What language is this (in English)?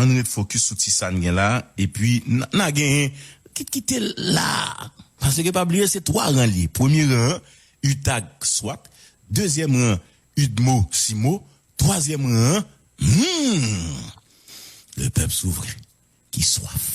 Haitian Creole